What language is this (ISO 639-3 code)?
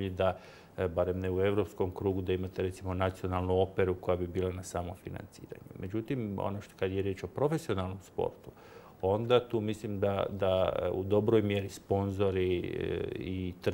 hrv